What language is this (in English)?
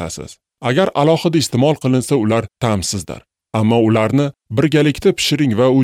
Uzbek